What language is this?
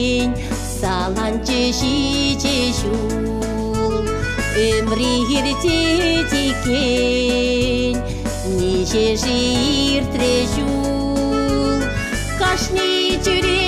Chuvash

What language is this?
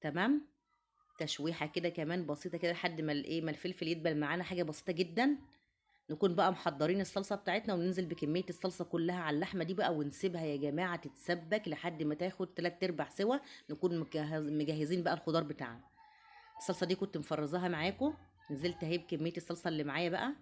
Egyptian Arabic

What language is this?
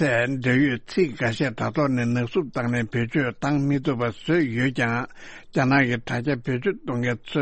Tibetan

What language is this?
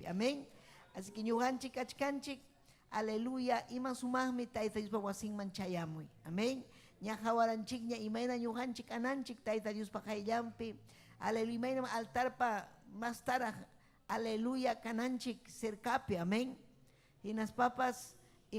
Ayacucho Quechua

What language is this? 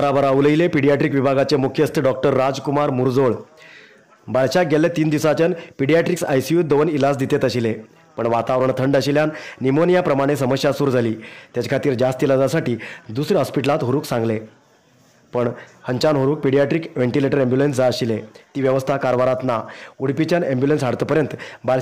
Konkani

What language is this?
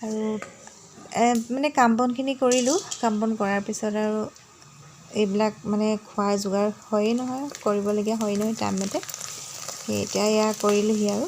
Assamese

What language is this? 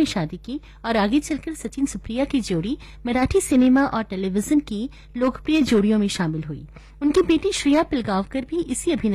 Hindi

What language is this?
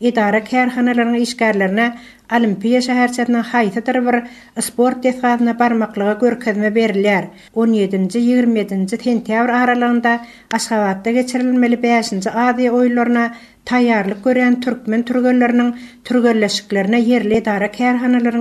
Turkmen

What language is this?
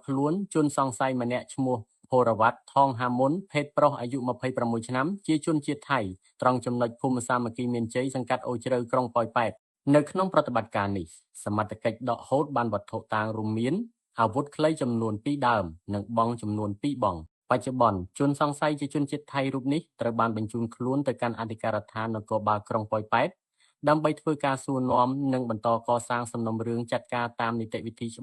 Khmer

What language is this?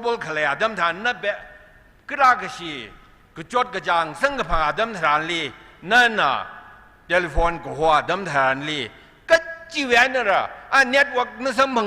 Tangkhul Naga (India)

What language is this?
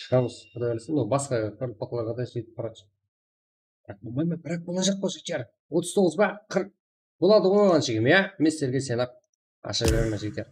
Kara-Kalpak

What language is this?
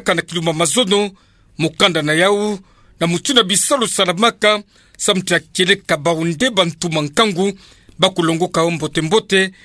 Kituba (Democratic Republic of Congo)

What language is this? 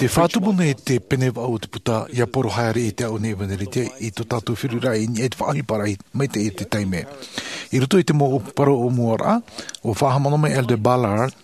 Tahitian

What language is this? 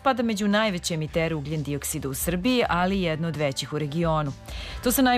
Serbian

